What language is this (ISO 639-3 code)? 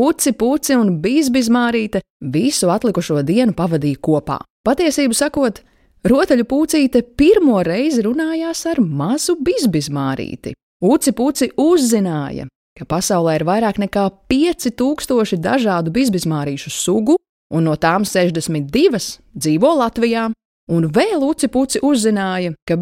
lav